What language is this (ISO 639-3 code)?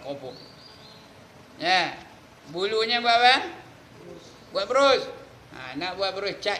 msa